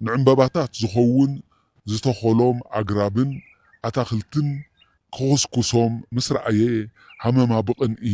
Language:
Tigrinya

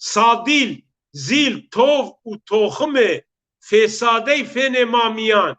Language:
Zaza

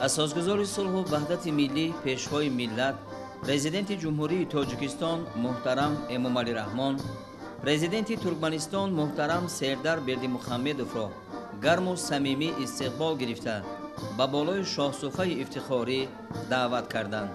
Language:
Tajik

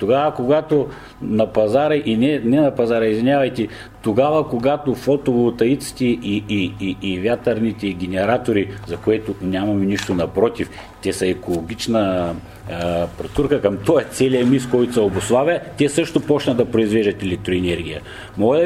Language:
Bulgarian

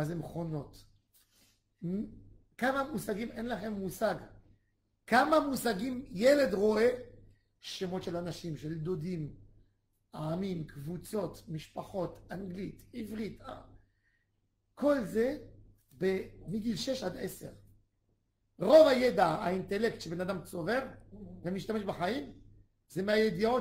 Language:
Hebrew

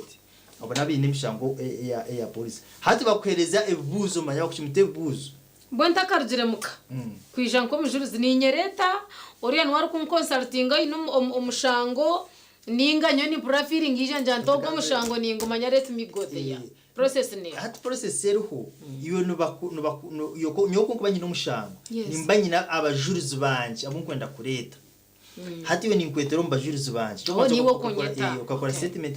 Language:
Nyankole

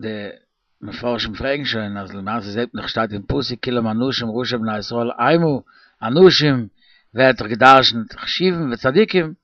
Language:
Yiddish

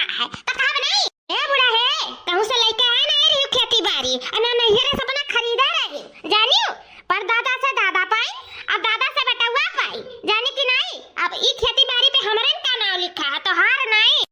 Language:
Awadhi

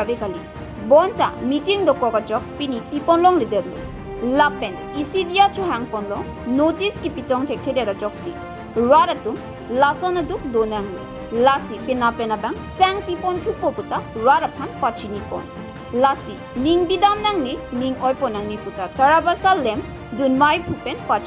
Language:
Karbi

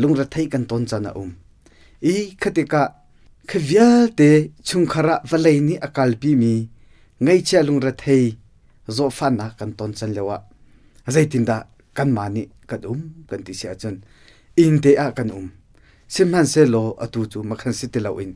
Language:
Hakha Chin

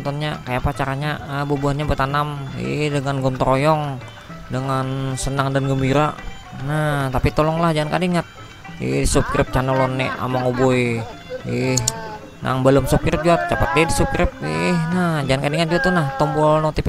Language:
Banjar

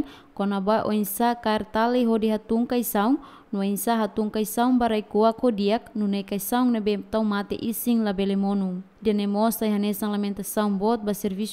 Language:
Tetum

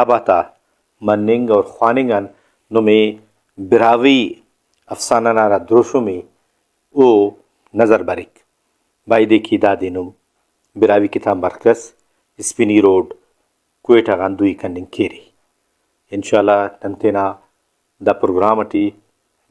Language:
Brahui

